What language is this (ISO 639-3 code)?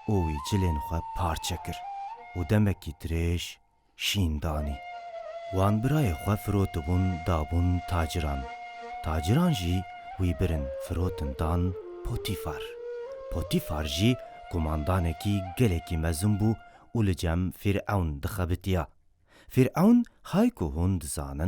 kur